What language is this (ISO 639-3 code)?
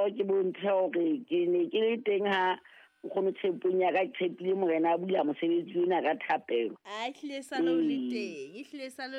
sot